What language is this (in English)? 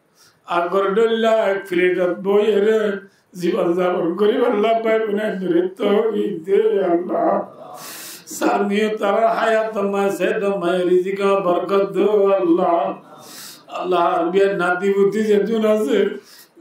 Rohingya